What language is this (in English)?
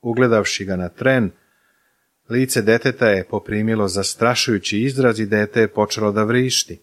Serbian